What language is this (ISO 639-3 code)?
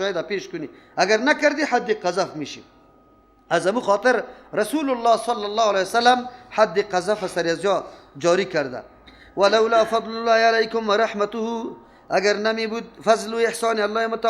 fas